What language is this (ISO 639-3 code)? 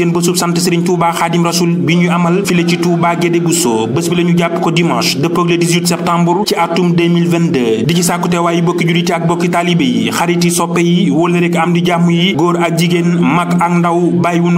wol